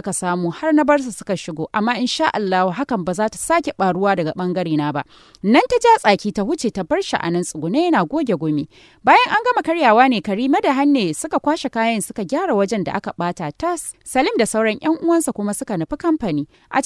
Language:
Hausa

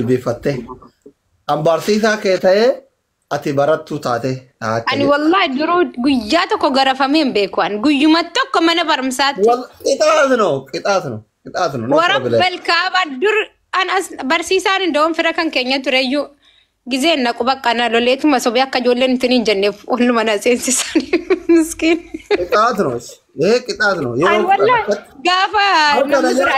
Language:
Oromo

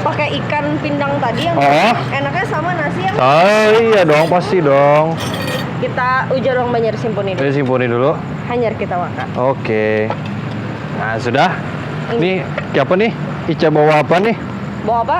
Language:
Banjar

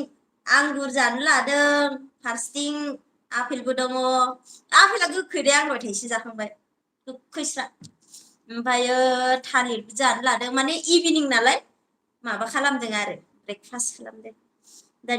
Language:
Bodo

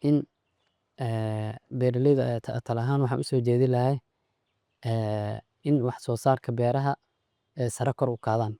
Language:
Somali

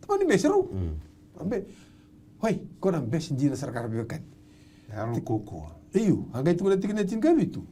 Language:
Fijian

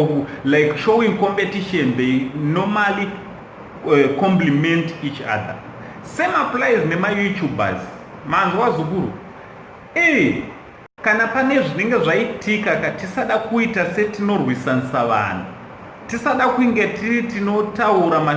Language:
Shona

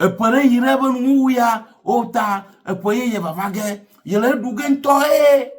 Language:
Ewe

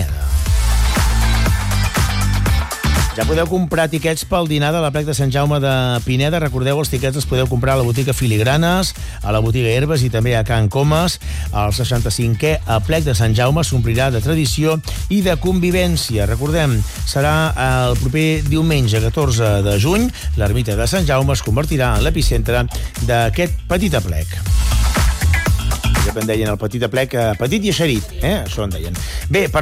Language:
Catalan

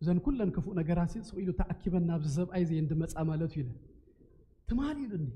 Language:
Tigrinya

